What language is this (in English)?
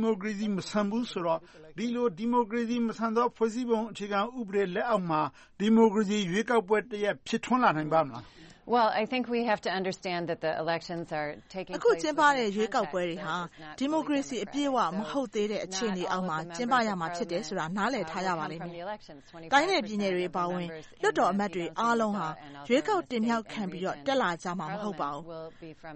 Burmese